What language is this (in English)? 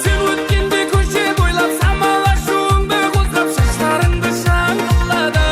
Kara-Kalpak